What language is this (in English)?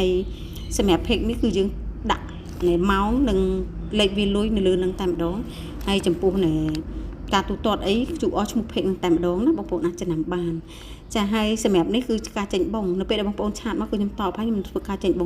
Khmer